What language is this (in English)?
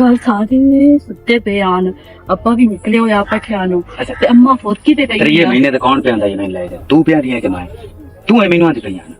Western Panjabi